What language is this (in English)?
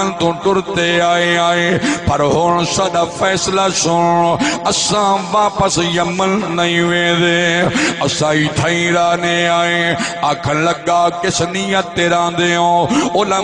Saraiki